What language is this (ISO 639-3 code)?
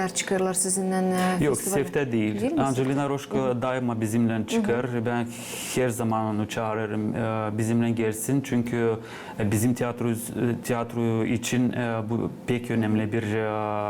gag